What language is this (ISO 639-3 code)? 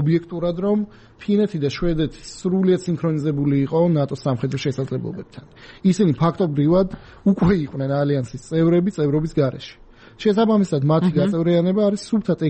kat